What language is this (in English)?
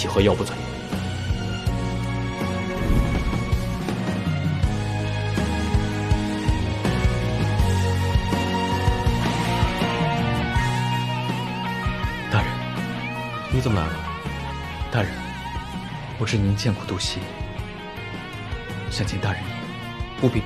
Chinese